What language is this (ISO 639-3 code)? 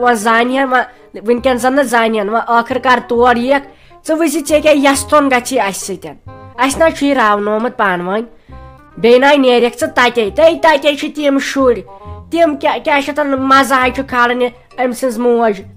kas